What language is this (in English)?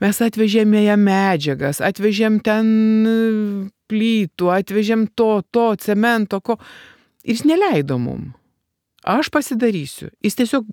Lithuanian